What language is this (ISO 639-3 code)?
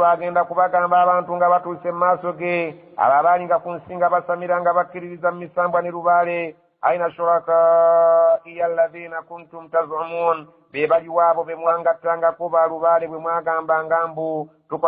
lug